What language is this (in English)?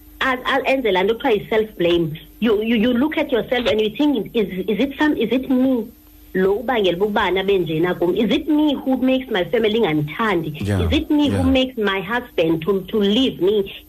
Xhosa